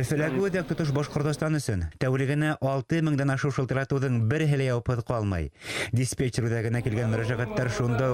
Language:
Bashkir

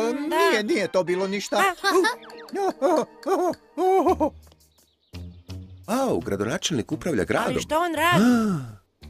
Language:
Croatian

